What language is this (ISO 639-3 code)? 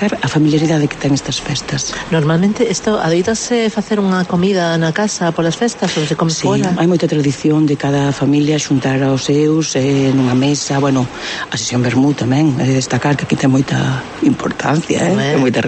glg